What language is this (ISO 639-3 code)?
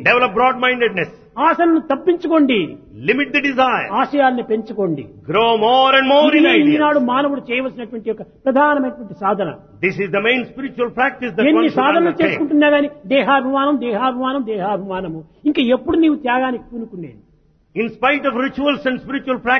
tel